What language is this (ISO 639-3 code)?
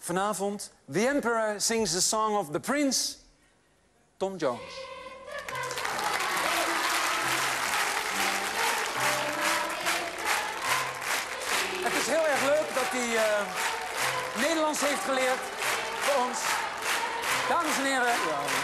nld